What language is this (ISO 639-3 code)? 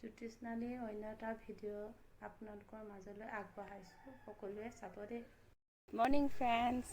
asm